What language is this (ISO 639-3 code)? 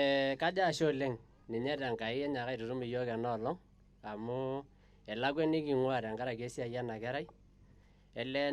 mas